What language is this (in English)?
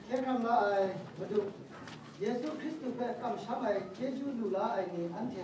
Kachin